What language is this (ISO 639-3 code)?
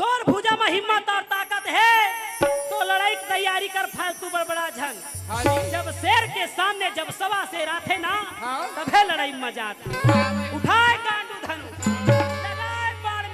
hne